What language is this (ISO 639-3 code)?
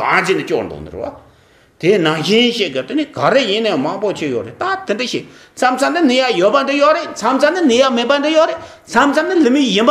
bod